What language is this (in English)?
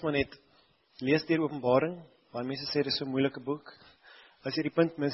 Afrikaans